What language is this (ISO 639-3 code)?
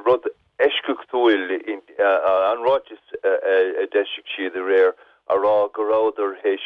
gle